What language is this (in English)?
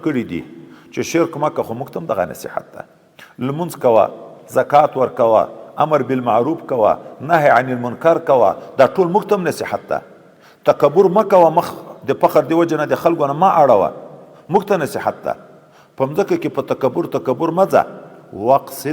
Pashto